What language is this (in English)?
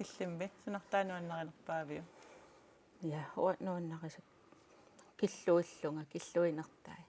Kalaallisut